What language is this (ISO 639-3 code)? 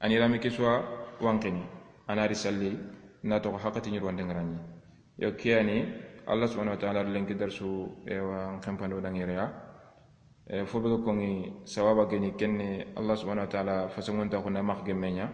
snk